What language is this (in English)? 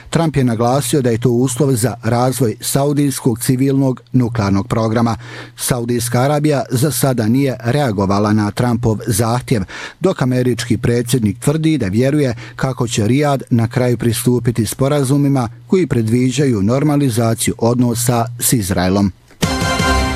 Bosnian